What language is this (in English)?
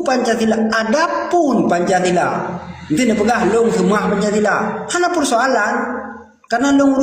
Achinese